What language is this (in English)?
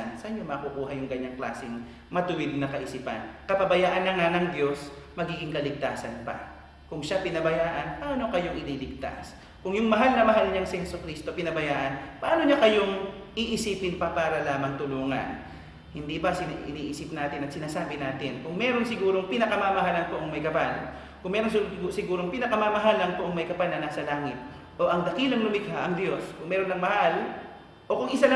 Filipino